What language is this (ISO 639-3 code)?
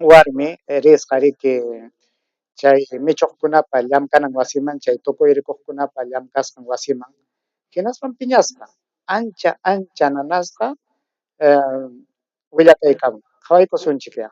quy